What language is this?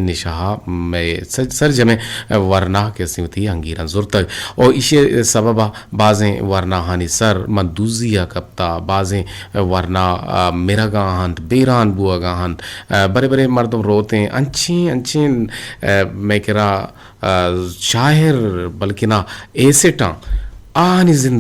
Eastern Balochi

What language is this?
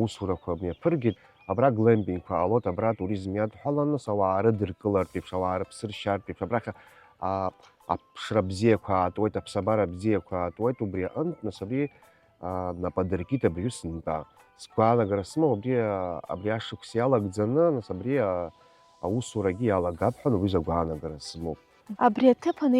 Abkhazian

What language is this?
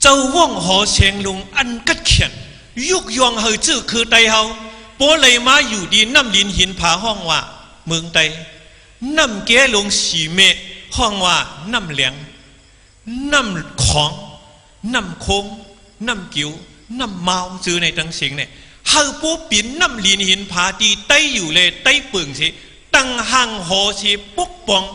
Shan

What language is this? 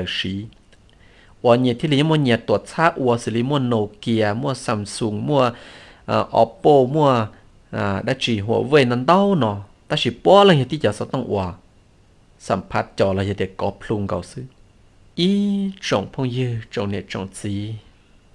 Hmong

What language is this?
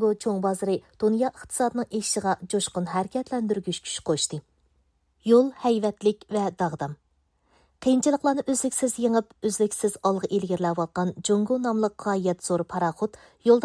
Uyghur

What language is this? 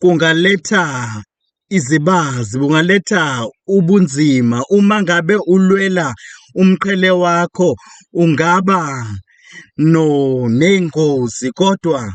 Zulu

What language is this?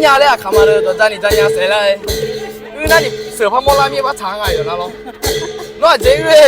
Akha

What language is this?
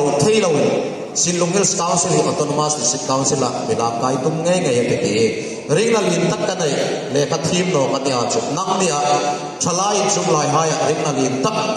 Hmar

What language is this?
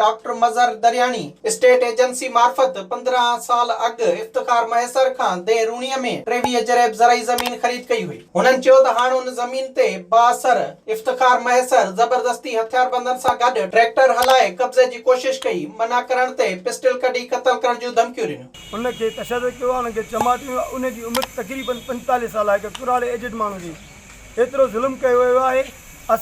Sindhi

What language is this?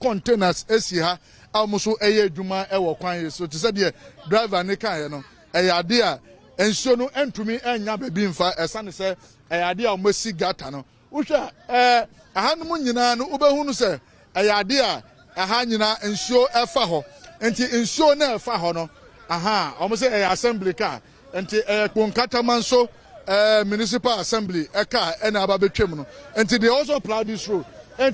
Akan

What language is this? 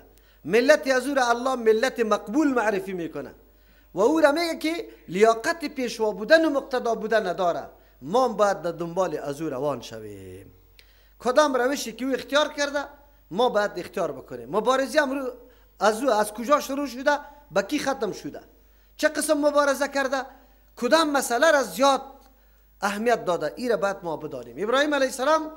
Persian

